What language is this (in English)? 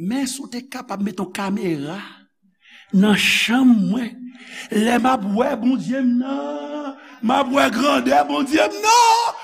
Haitian Creole